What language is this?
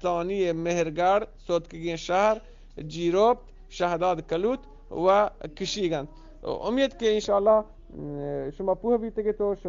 Eastern Balochi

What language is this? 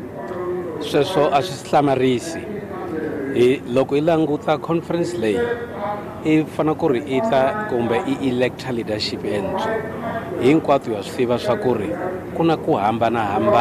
Tsonga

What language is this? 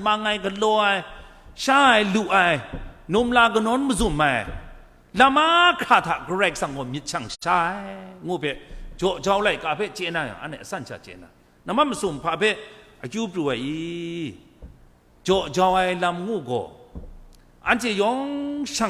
Kachin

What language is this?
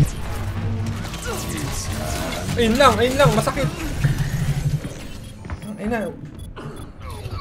Filipino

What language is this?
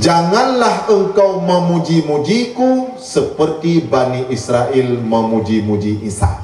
Achinese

